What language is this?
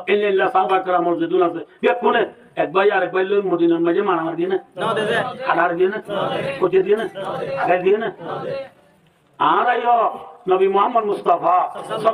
Rohingya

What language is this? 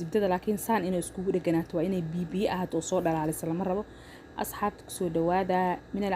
Somali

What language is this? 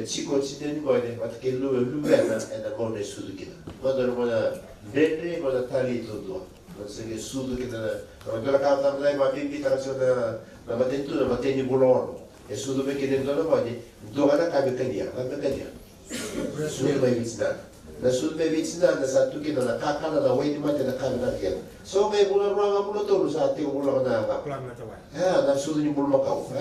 Fijian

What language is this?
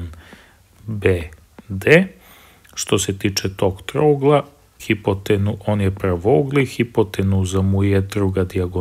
Serbian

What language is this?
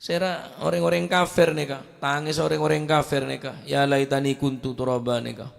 Madurese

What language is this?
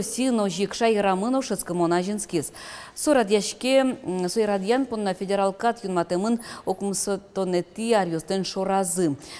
Udmurt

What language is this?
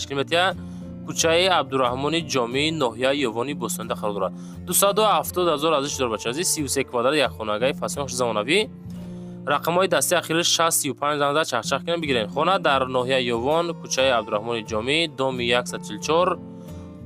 Tajik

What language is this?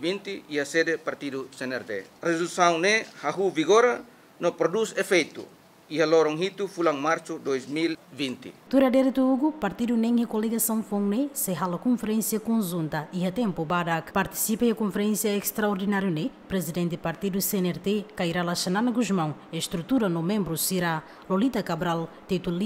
Tetum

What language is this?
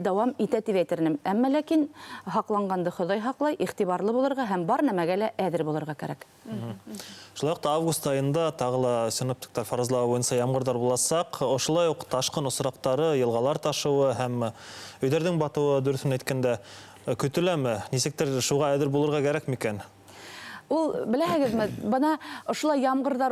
Bashkir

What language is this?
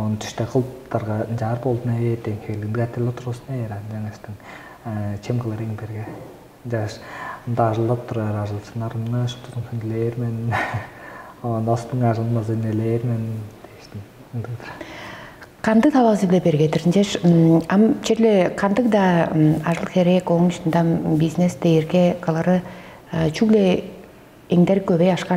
Tuvinian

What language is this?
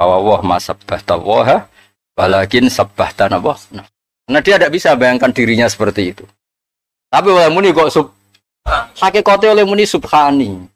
Javanese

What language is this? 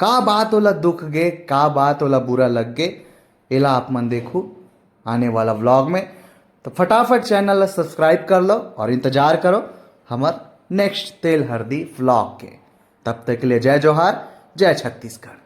Chhattisgarhi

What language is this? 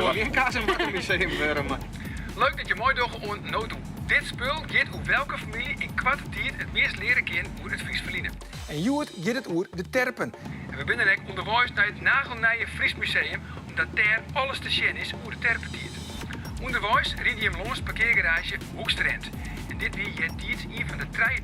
Western Frisian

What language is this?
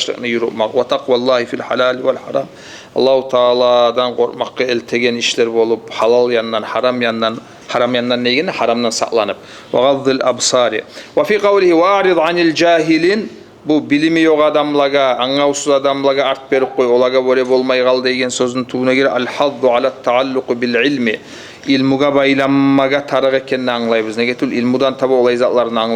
Kumyk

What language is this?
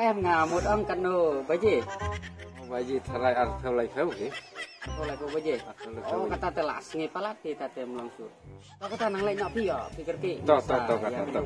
Khasi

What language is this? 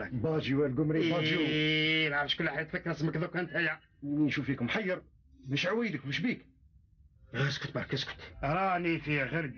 Algerian Arabic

